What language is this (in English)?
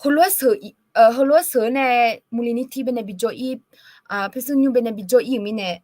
Akha